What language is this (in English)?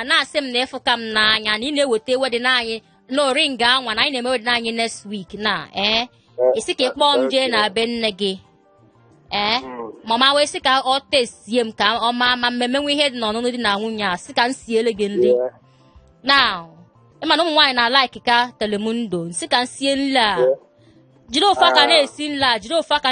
Igbo